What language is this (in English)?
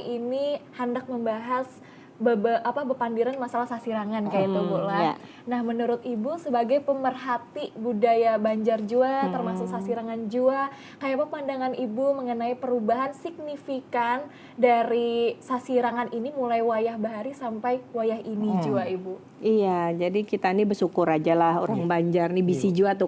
Banjar